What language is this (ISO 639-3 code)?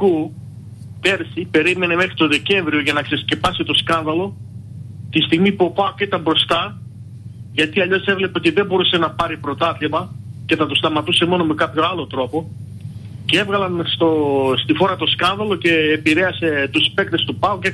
ell